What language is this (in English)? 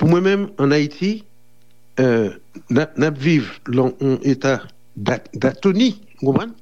Haitian Creole